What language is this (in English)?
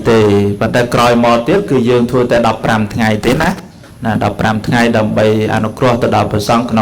Khmer